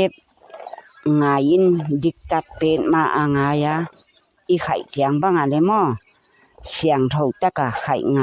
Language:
Paite Chin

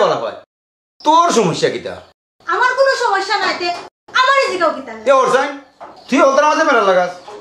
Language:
Sylheti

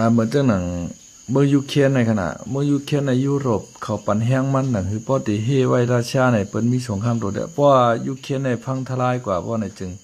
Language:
Shan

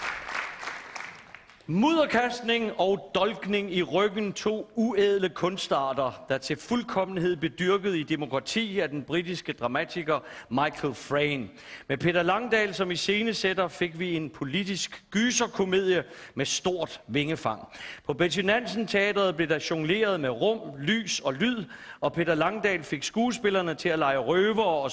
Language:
Danish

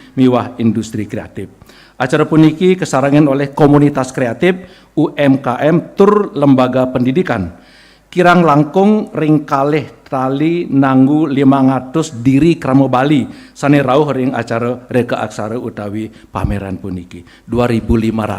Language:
Balinese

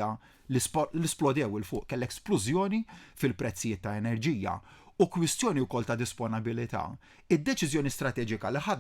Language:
Maltese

